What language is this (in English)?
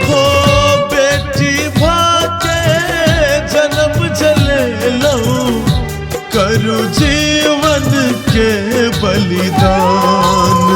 Maithili